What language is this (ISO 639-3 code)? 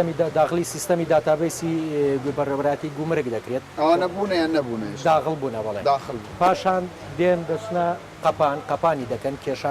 ckb